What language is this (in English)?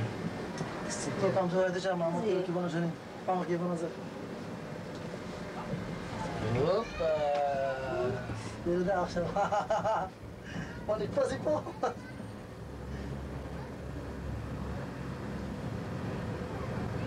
Hebrew